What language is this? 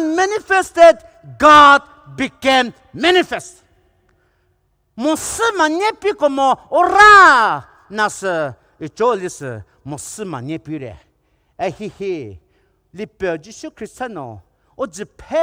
Poumei Naga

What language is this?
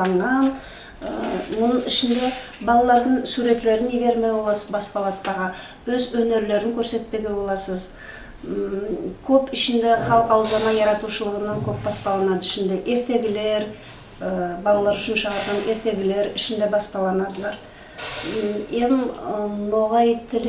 Nogai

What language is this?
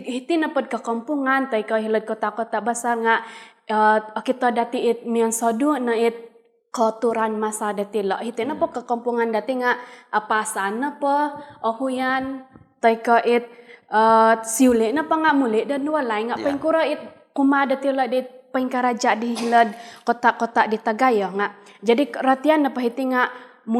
Central Dusun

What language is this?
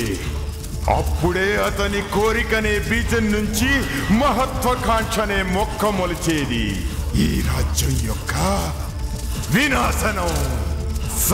Telugu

